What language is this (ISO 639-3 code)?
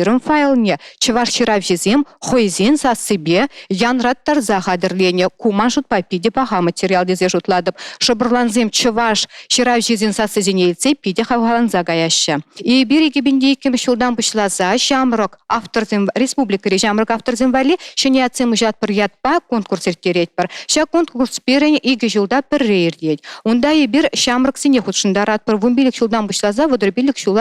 chv